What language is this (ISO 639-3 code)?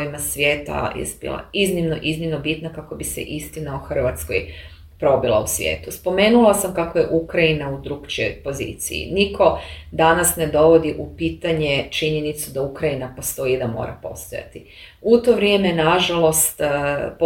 hrv